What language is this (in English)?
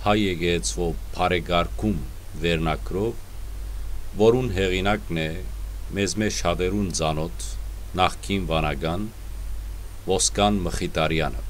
Western Armenian